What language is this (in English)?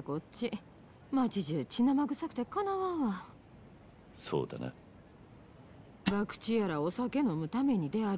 Japanese